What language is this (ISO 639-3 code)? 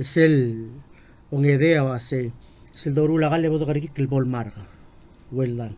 pau